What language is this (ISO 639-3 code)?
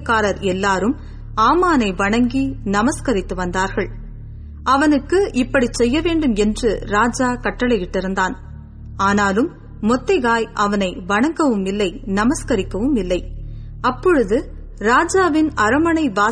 tam